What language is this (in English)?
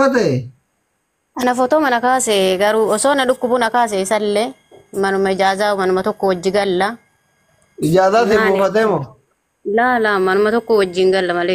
Oromo